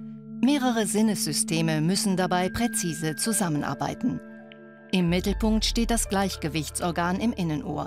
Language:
Swiss German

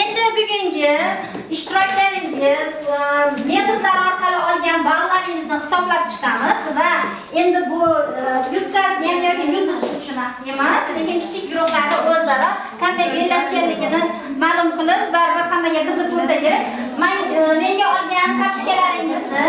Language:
Uzbek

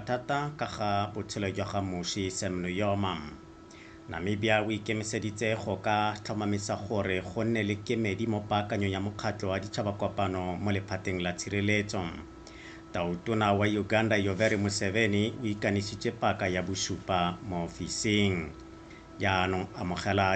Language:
Tswana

